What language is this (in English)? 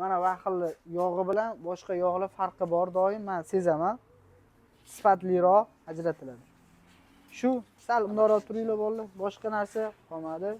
Uzbek